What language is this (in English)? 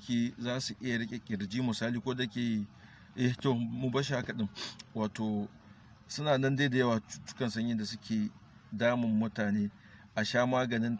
Hausa